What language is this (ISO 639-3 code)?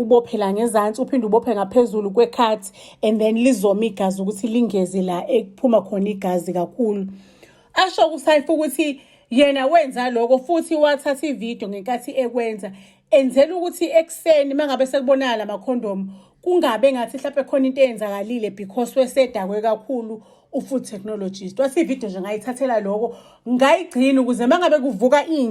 zul